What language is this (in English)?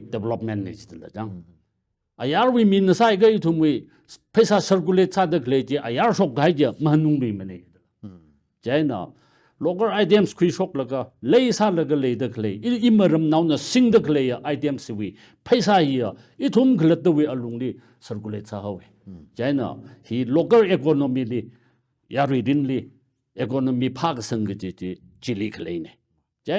Tangkhul Naga (India)